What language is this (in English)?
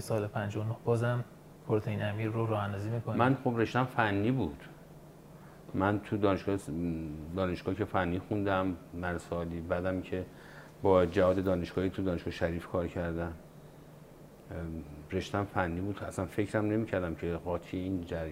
Persian